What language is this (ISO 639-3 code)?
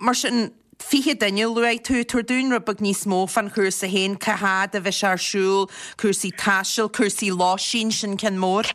gle